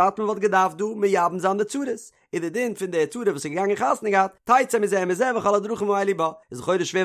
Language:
Yiddish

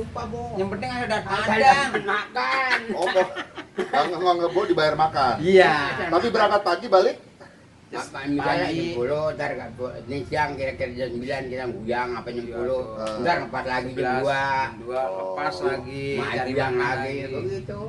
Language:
Betawi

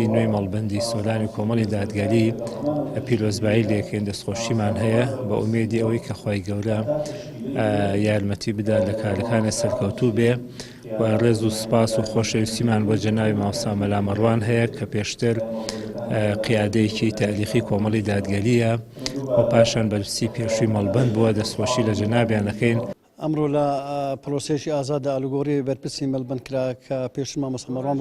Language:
Central Kurdish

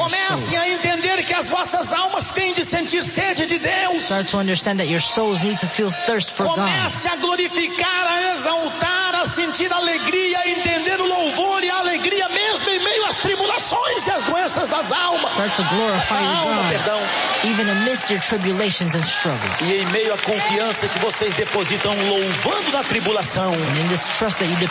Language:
Portuguese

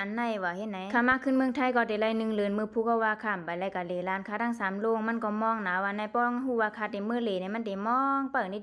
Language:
Shan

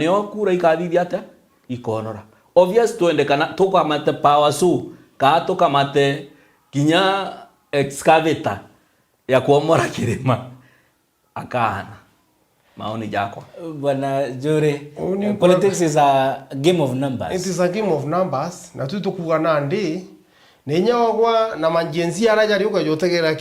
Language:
Meru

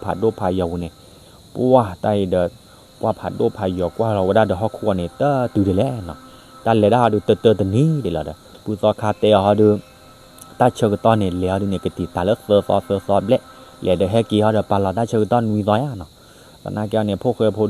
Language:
S'gaw Karen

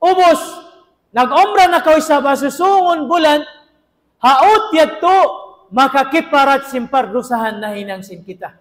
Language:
Tausug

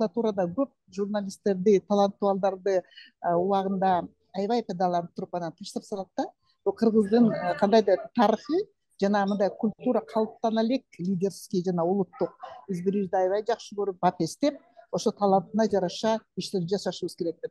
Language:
Kyrgyz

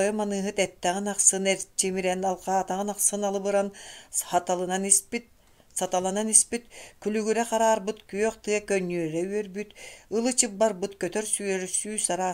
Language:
Yakut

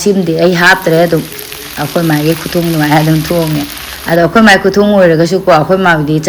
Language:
Manipuri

